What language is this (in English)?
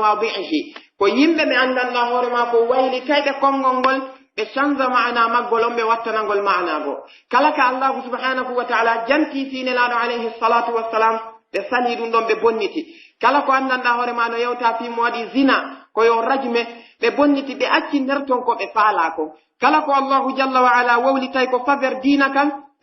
Pular